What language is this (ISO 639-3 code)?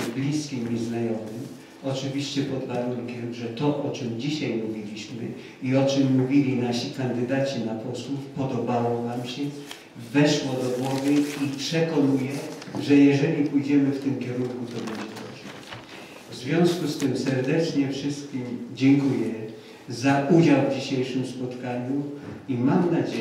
pol